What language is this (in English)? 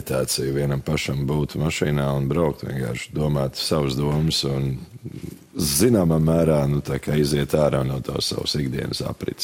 Latvian